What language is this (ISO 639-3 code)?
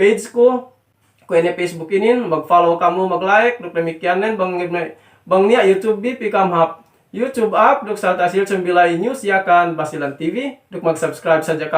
yka